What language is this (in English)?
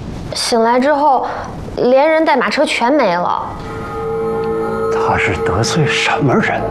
Chinese